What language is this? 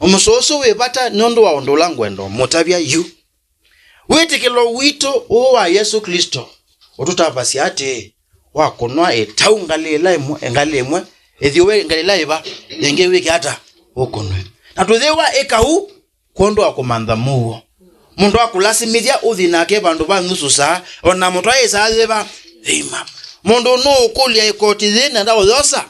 Kamba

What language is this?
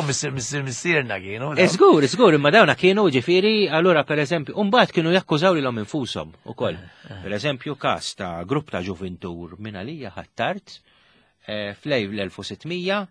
Maltese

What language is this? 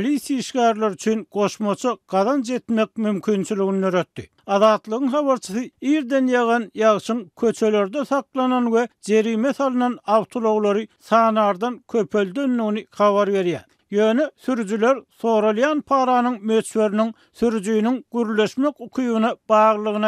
Turkmen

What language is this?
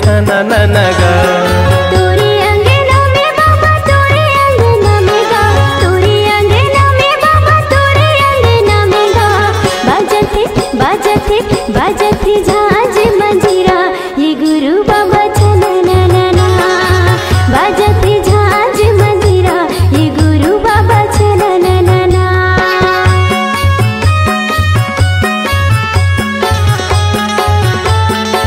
Chhattisgarhi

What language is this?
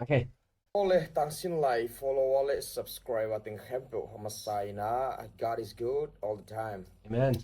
Tedim Chin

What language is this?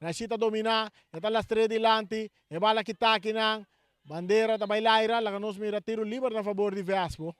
Papiamento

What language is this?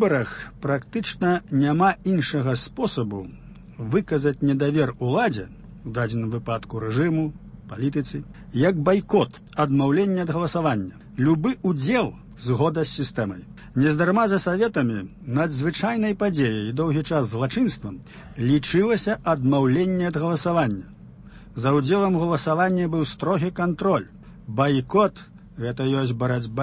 Belarusian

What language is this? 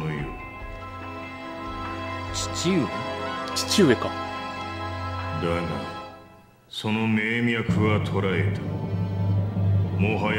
Japanese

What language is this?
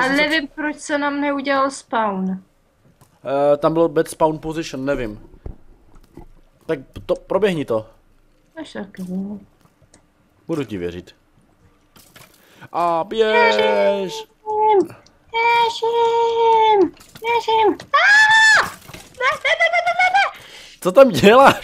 Czech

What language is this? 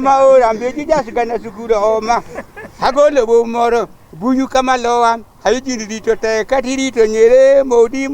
Luo (Kenya and Tanzania)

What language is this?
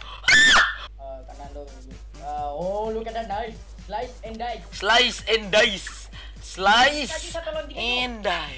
Indonesian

